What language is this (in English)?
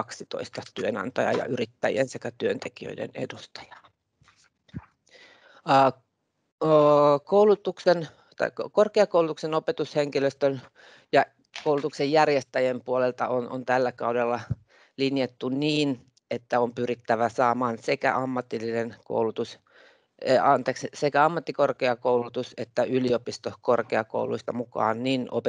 Finnish